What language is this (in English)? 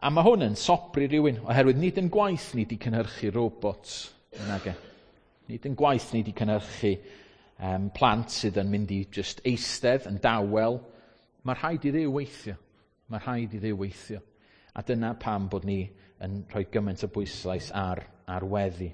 Welsh